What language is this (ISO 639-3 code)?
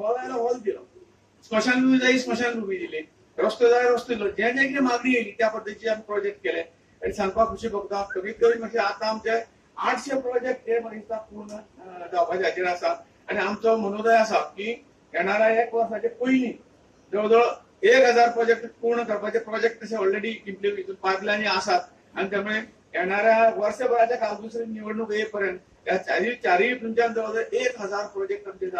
kok